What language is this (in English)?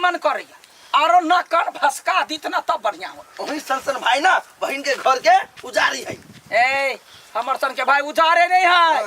Maithili